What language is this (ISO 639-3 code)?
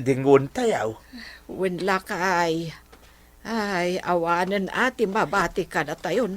ilo